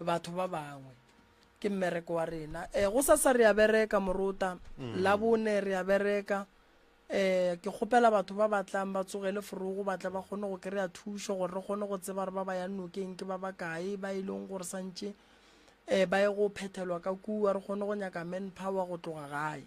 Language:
Northern Sotho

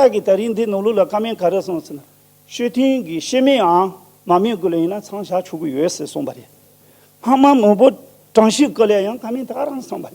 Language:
Tibetan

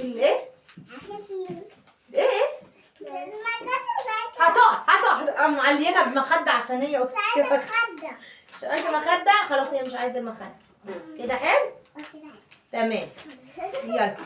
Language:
Egyptian Arabic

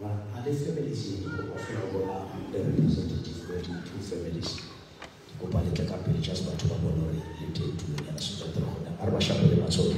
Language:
Southern Sotho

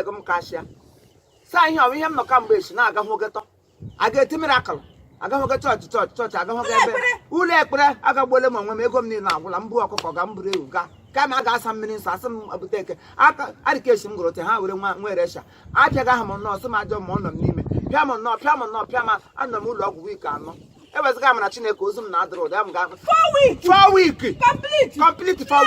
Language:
Igbo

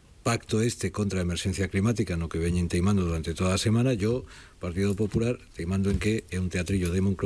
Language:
Galician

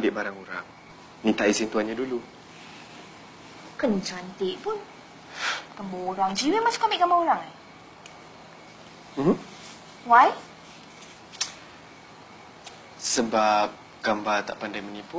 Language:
Malay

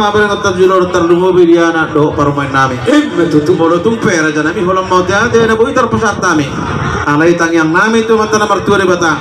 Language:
Batak Toba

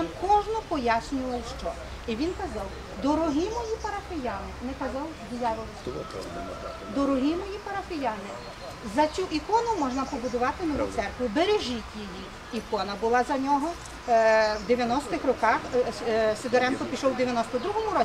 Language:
Ukrainian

